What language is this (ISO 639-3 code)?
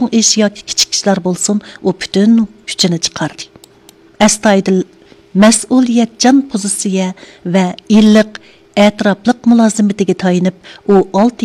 uig